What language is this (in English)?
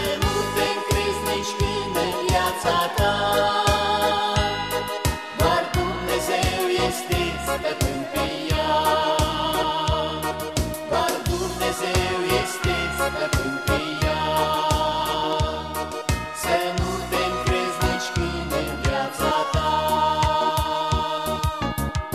Romanian